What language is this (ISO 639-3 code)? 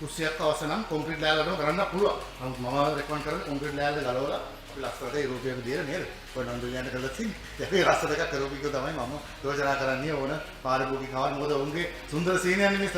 sin